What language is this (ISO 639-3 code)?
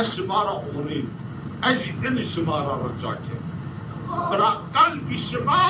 zza